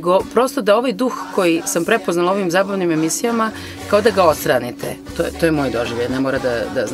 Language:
Serbian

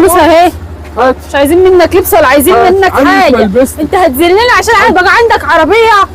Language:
Egyptian Arabic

